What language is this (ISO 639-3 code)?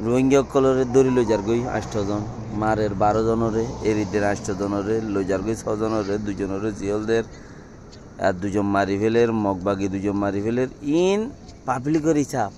rhg